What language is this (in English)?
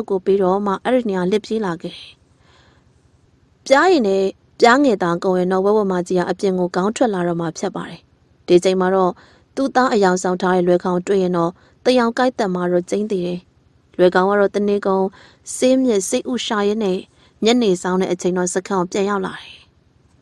Burmese